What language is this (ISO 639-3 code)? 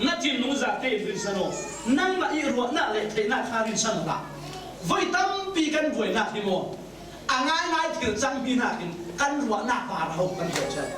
cfm